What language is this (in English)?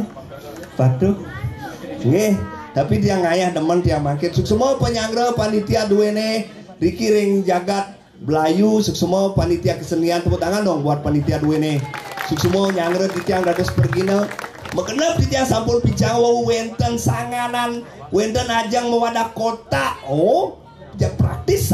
Balinese